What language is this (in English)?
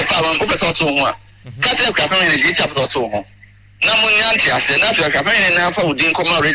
Akan